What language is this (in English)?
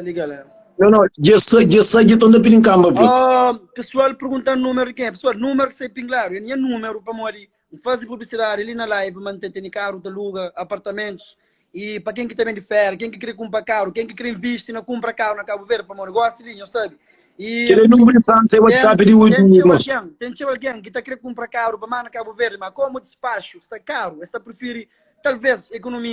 Kabuverdianu